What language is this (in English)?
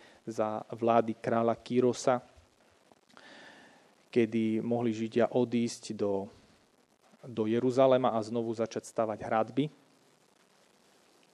Slovak